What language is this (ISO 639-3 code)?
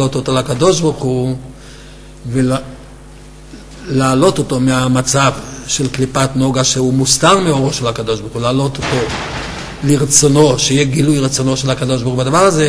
heb